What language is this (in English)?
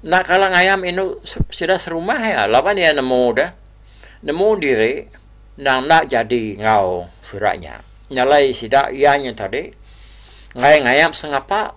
Iban